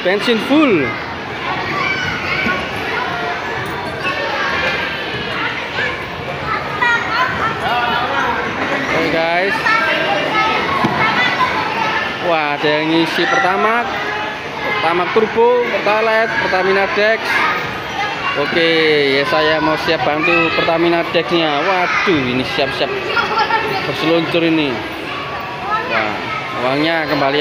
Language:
Indonesian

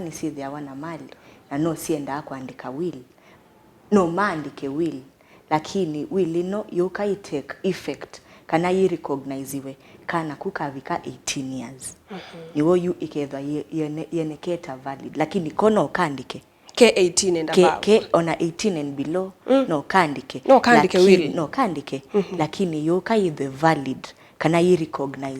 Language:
Kamba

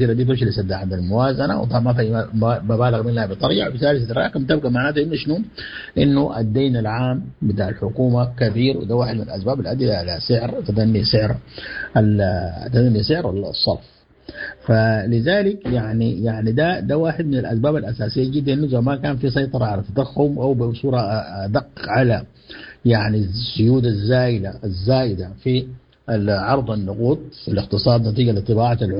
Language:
Sudanese Arabic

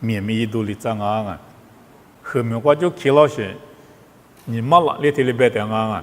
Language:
Lisu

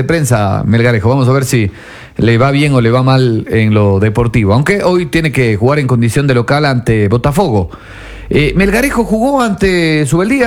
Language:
Spanish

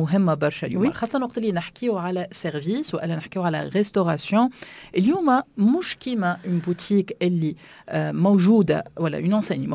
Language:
Tunisian Arabic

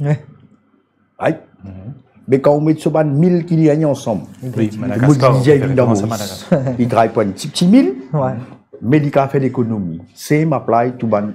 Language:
Morisyen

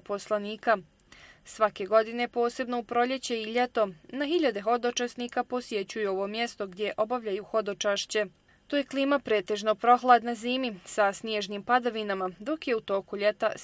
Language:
Bosnian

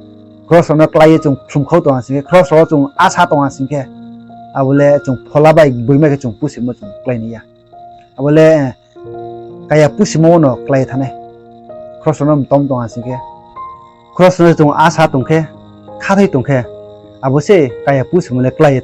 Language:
Riang (India)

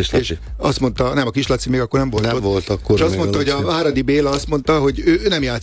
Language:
Hungarian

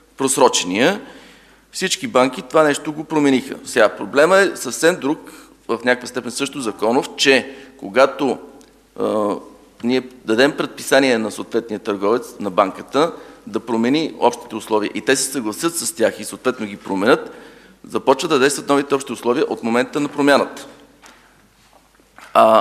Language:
Bulgarian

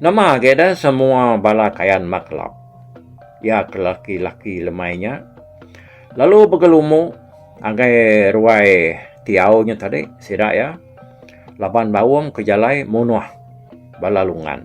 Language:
Iban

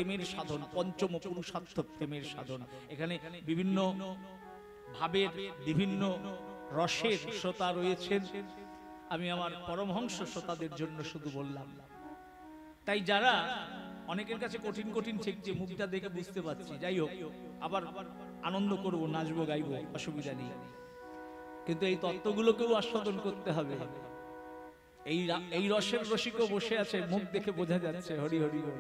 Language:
Bangla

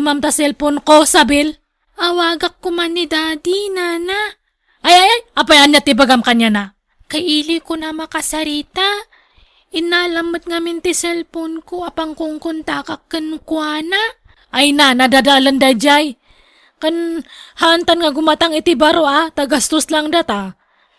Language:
Iloko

